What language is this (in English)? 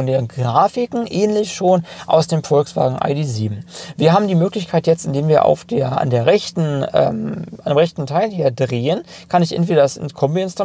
German